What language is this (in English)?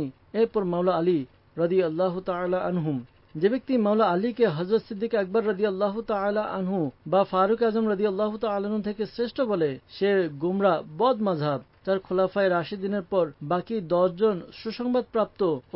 Bangla